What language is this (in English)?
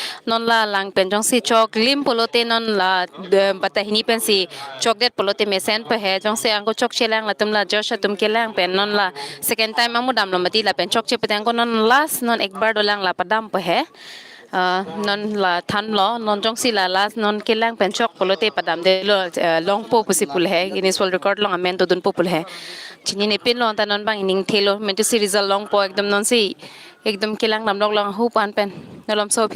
Karbi